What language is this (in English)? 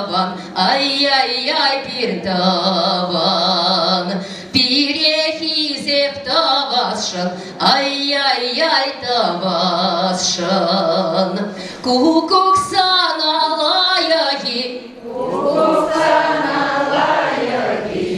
Chuvash